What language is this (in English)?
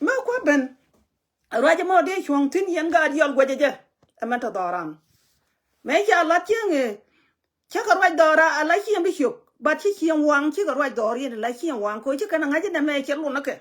Nuer